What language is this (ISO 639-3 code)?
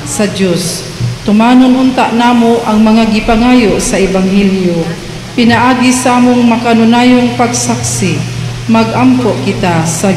ceb